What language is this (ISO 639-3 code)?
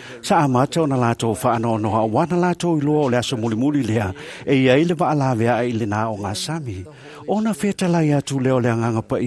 smo